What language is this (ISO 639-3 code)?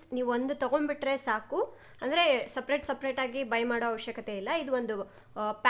kan